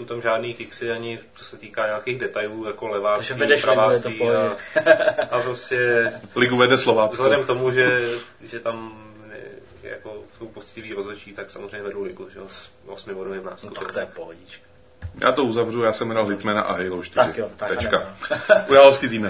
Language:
Czech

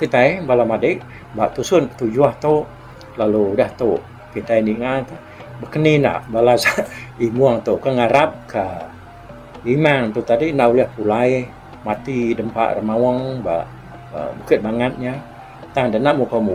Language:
Iban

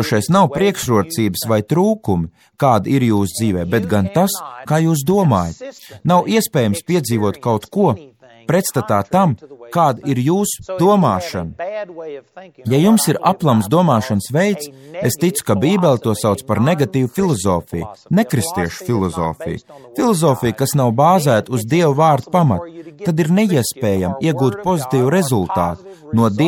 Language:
Latvian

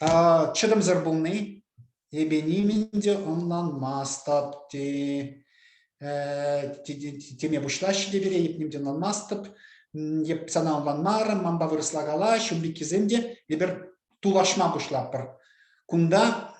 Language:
Chuvash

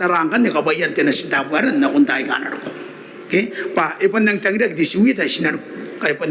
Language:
Gilbertese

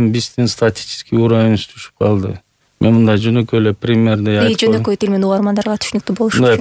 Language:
Kyrgyz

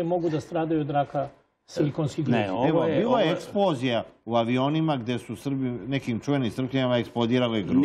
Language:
Serbian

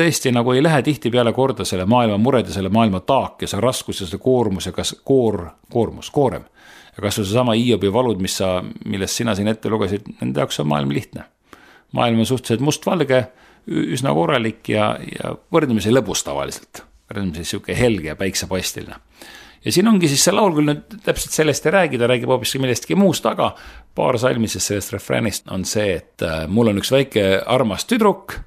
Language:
Estonian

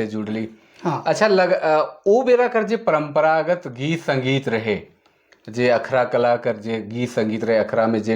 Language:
Sadri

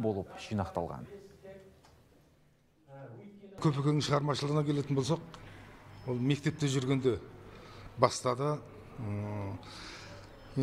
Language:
Kazakh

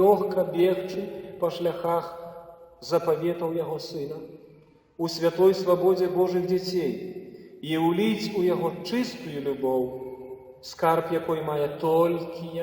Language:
Belarusian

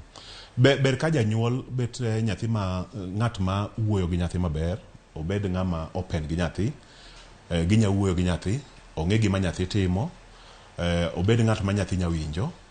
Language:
Luo (Kenya and Tanzania)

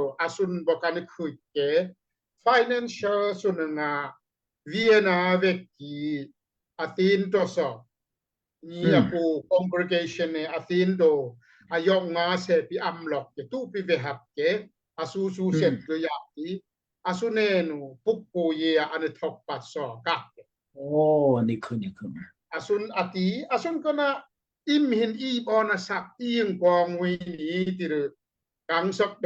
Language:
Daai Chin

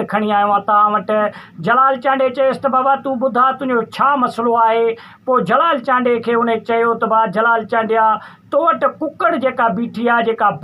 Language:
Sindhi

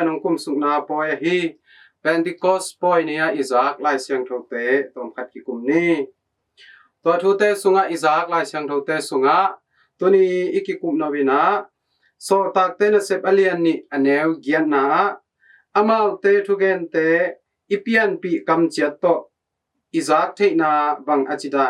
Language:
Tedim Chin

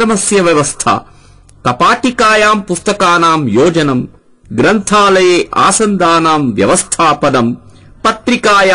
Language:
Sanskrit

